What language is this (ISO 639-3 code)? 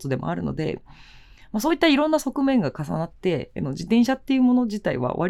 jpn